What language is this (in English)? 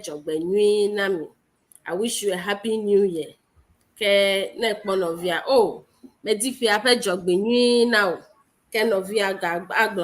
Ewe